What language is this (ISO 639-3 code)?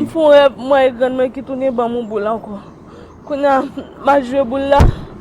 hat